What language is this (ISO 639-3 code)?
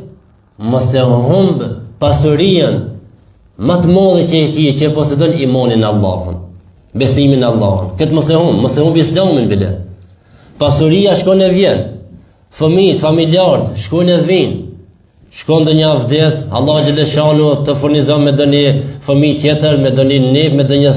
sqi